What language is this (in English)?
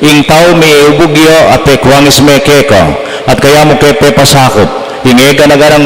Pampanga